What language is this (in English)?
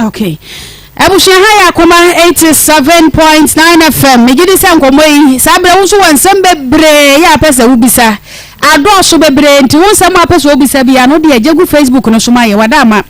Akan